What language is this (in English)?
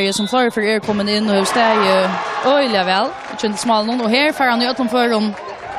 Faroese